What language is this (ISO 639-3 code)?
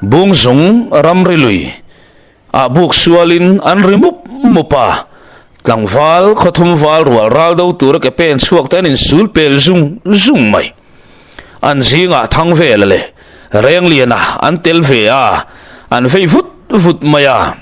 lus